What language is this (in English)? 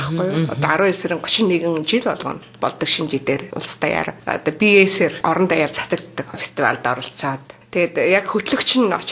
Mongolian